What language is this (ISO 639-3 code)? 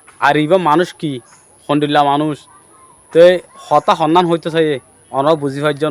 rhg